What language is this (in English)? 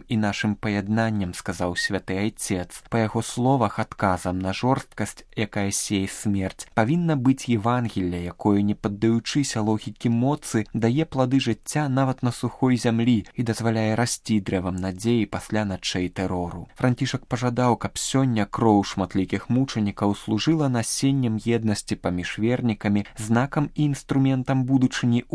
Belarusian